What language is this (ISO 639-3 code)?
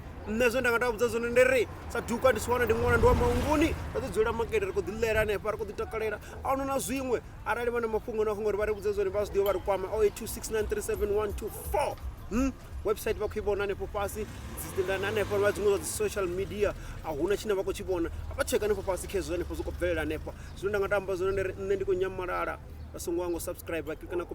ven